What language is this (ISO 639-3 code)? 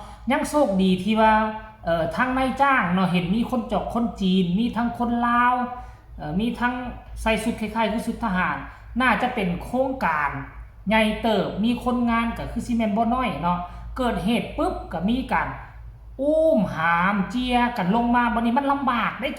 lao